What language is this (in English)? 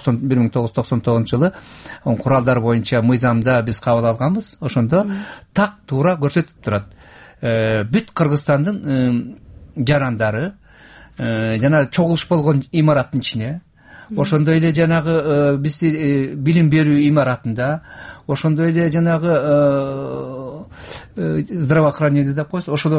Kyrgyz